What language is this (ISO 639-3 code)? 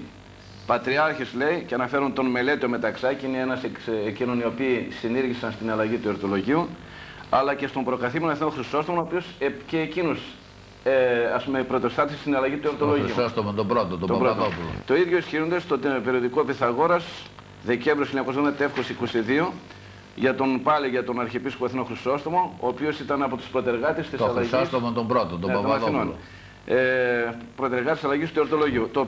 ell